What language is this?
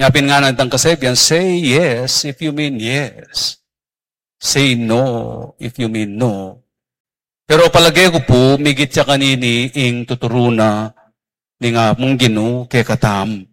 Pampanga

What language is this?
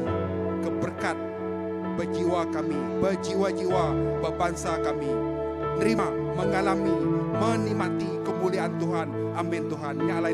Iban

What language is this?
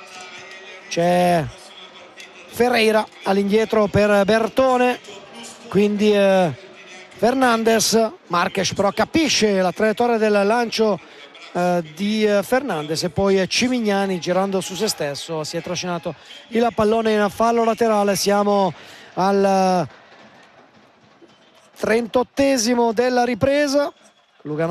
Italian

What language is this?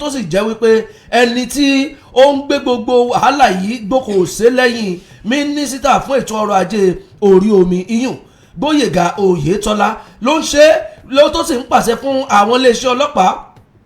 Yoruba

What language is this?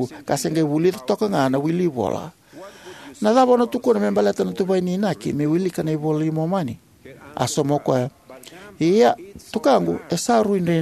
Fijian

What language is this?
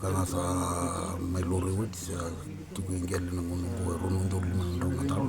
Fijian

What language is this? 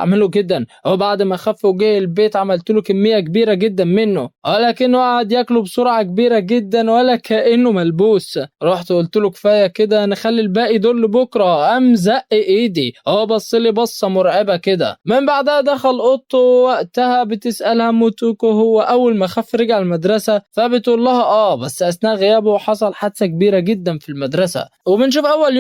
Egyptian Arabic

